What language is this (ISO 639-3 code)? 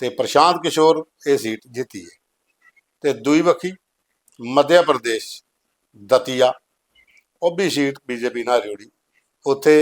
doi